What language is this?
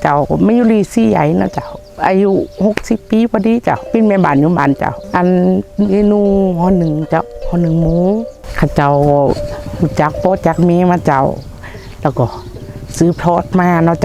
Lao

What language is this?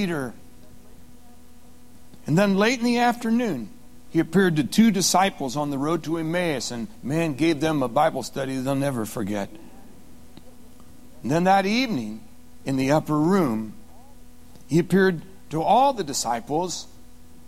English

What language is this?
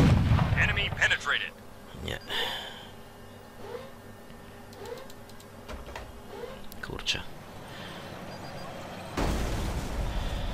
Polish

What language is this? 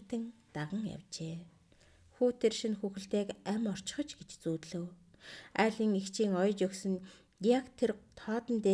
Mongolian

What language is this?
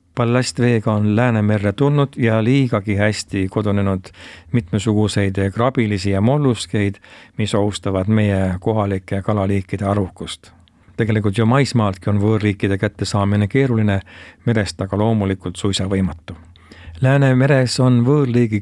Estonian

